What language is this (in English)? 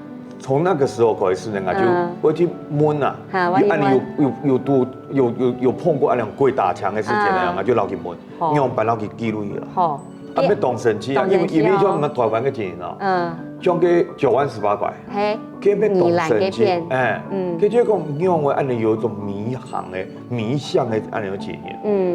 Hakka Chinese